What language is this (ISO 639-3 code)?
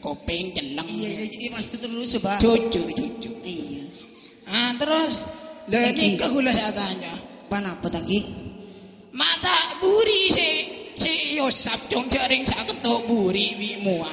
mad